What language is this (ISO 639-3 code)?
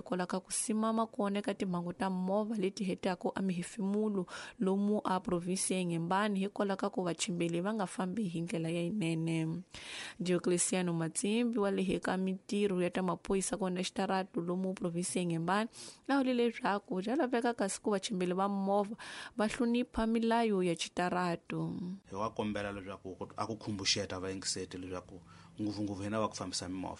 tso